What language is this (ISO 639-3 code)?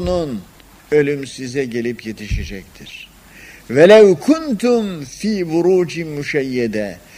tur